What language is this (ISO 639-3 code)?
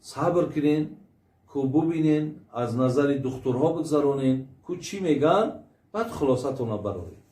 tgk